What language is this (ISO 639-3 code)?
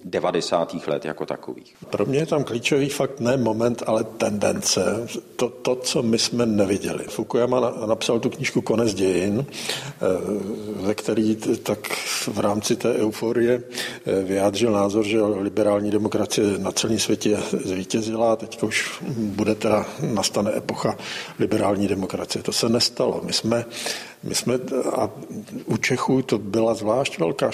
ces